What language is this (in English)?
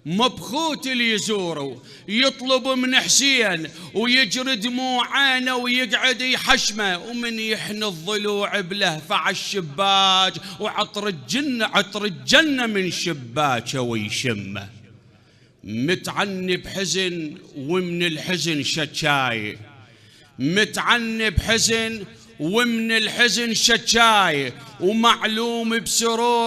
Mesopotamian Arabic